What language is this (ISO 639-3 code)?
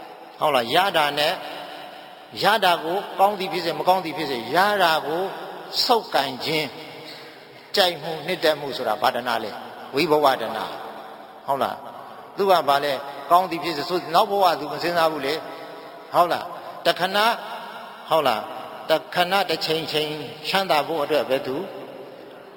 mya